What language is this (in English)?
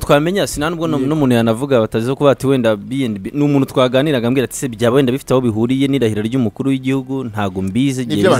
Kinyarwanda